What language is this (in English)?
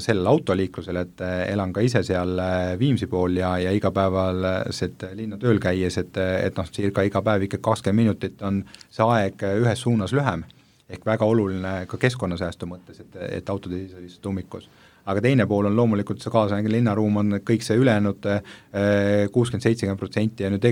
Estonian